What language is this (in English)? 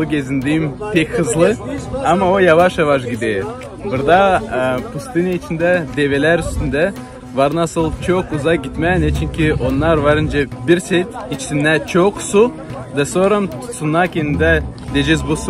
Gagauz